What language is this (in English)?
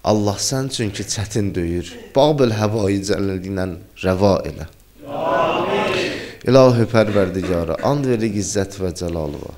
Azerbaijani